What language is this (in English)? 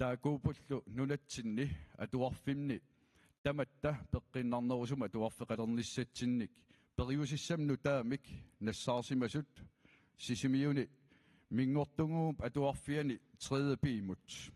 Kalaallisut